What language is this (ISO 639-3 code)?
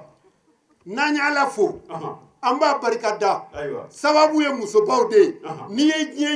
bam